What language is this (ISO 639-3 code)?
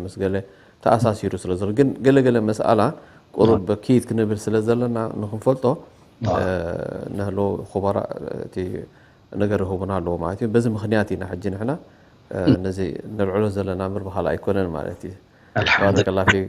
tir